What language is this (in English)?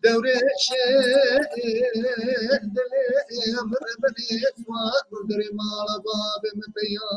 Kurdish